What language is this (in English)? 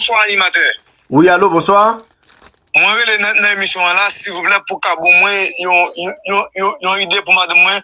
Haitian Creole